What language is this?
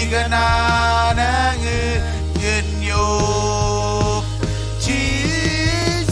Marshallese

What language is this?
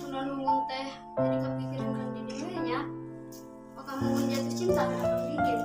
Sundanese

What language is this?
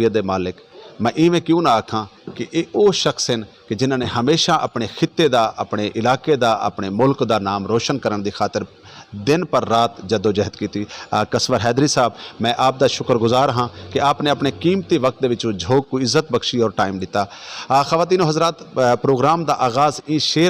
Saraiki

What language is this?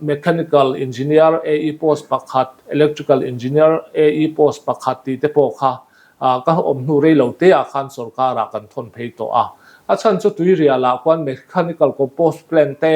Mizo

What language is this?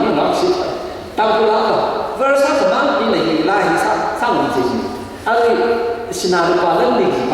Tangkhul Naga (India)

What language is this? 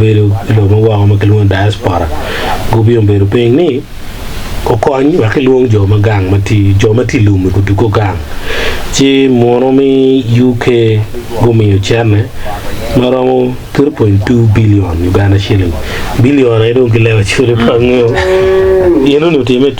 Acoli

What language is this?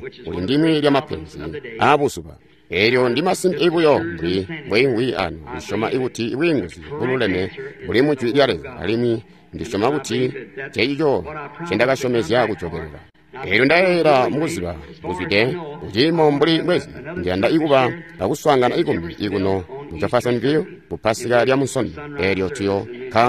Tonga (Zambia)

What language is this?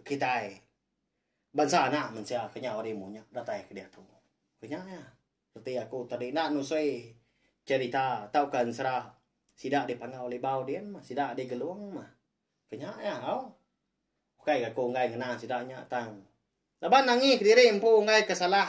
Iban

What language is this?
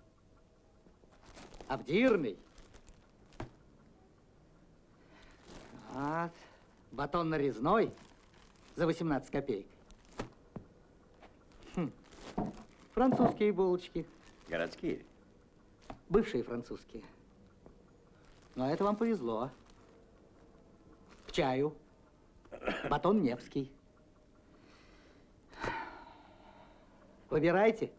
Russian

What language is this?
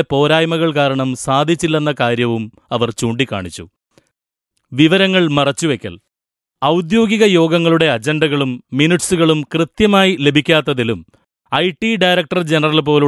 Malayalam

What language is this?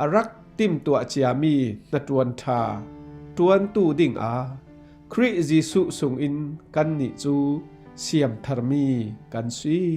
Falam Chin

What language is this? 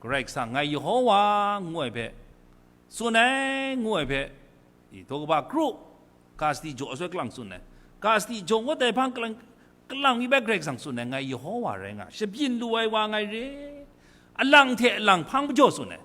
Kachin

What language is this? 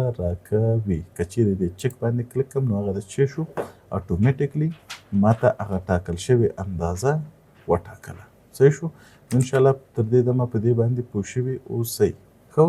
Pashto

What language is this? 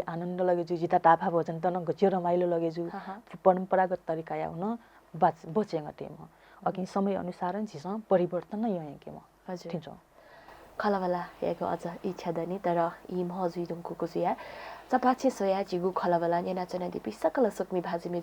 Newari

